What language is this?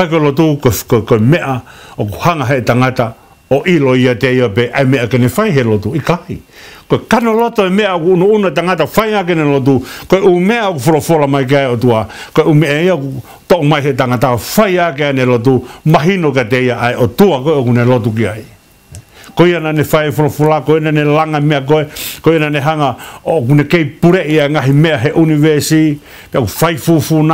Tongan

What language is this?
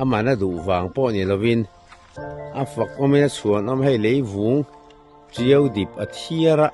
Mizo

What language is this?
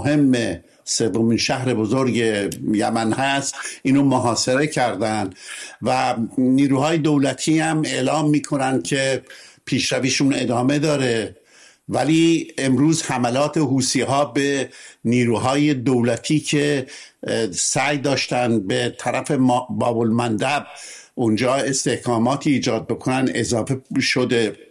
Persian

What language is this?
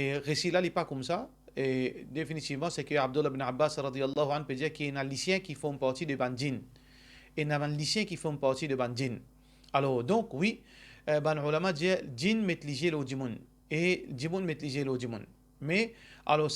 Morisyen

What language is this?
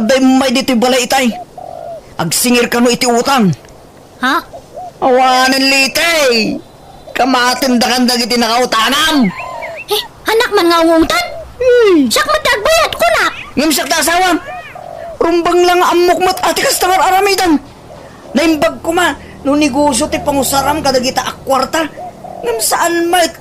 Iloko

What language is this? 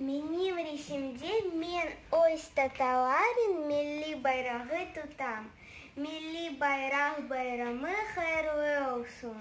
Crimean Tatar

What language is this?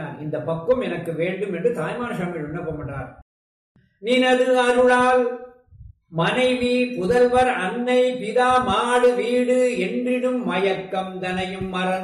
Tamil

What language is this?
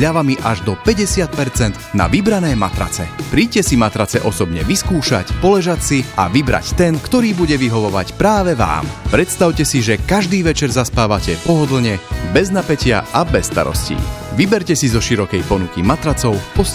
Slovak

